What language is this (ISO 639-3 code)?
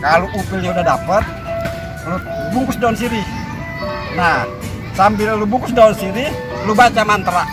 bew